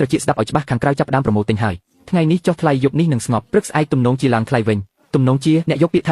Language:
Khmer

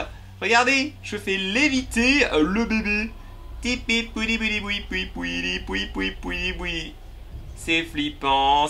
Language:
French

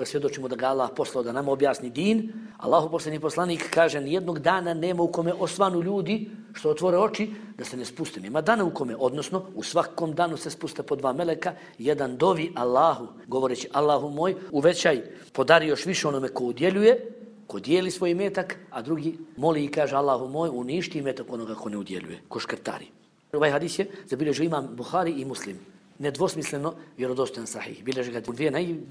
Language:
Bosnian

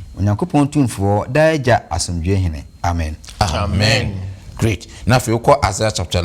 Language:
Akan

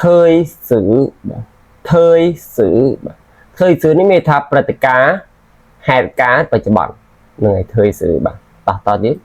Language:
Khmer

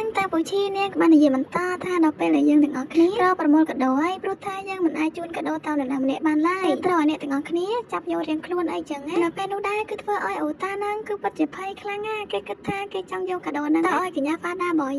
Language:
Khmer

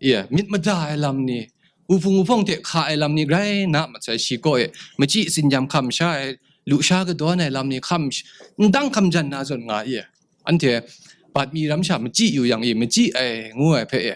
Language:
Kachin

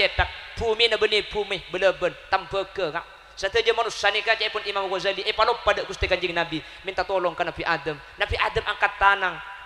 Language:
Madurese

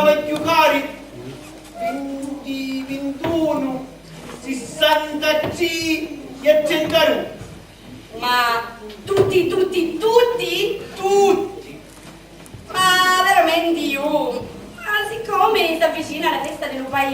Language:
Sicilian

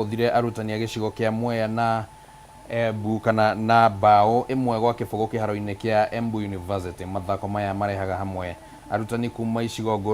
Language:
Kikuyu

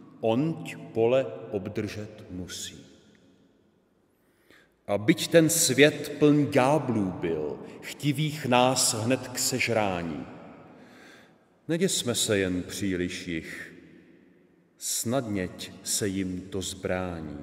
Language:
Czech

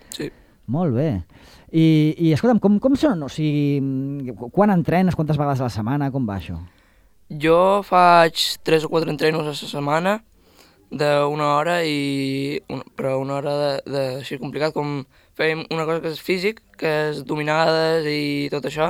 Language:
Catalan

